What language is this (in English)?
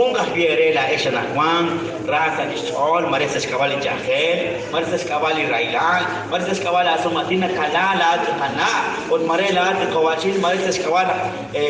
Kekchí